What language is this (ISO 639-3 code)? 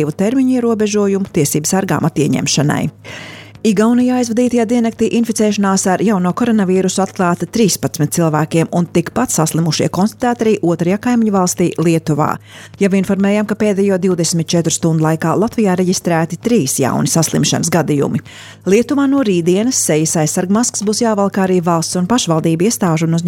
lav